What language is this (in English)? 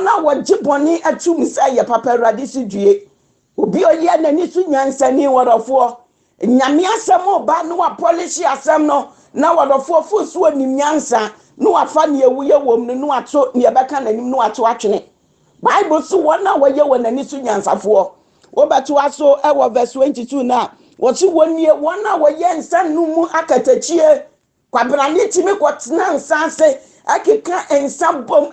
Akan